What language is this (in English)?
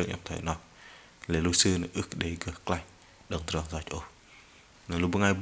Bahnar